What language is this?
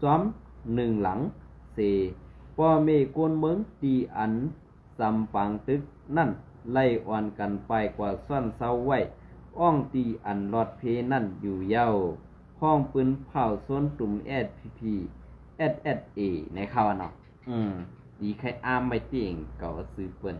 Shan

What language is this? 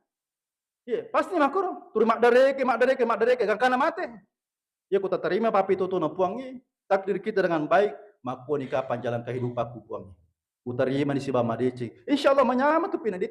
Buginese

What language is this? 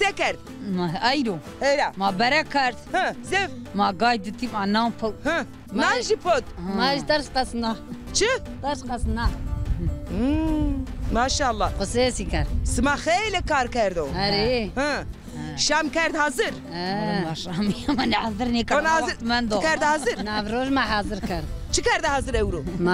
Zaza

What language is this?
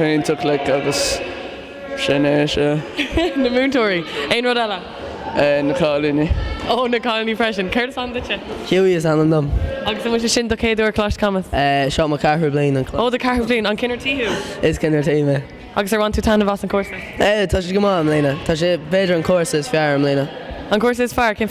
Irish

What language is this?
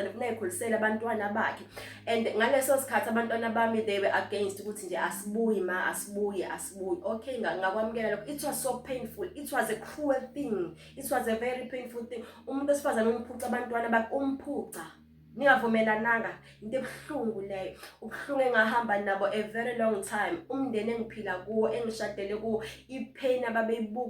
Zulu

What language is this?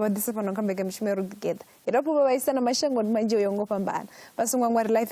Venda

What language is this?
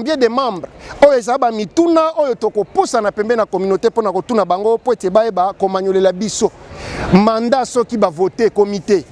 Lingala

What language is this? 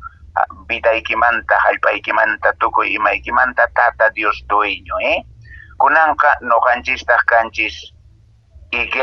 Quechua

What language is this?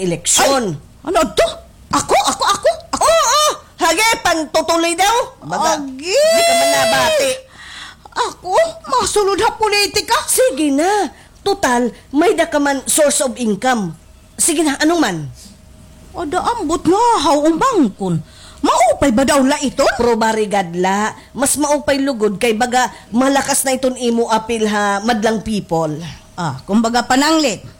Waray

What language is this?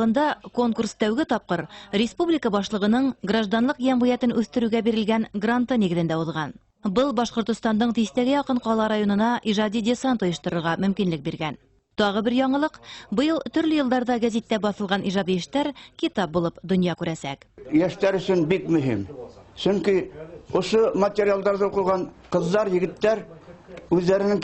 Bashkir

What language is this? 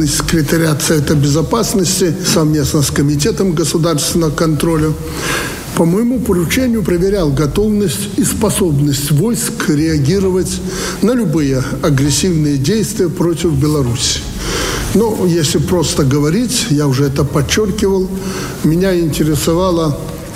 Russian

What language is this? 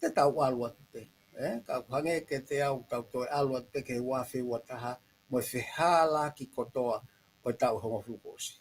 Tongan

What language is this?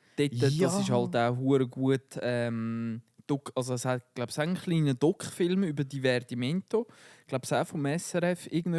Swiss German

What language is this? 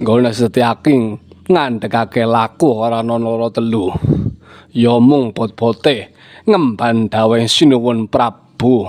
Javanese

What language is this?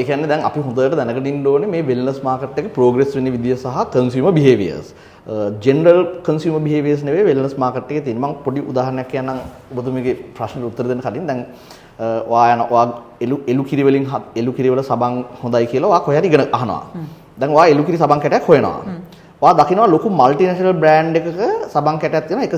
Sinhala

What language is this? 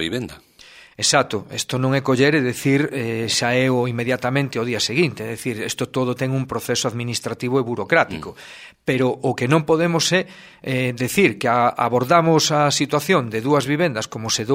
Galician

